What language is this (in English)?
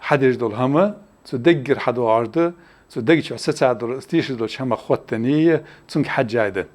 Ingush